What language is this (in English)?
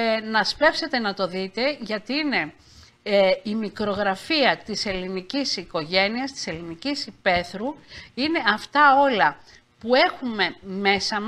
Greek